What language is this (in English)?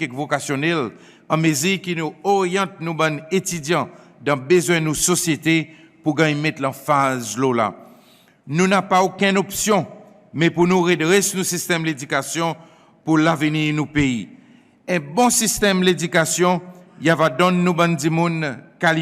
Seselwa Creole French